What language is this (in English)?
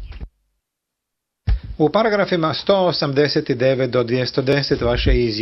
Croatian